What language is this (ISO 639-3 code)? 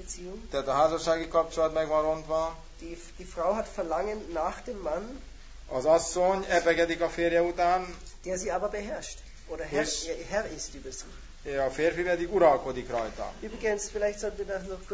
hun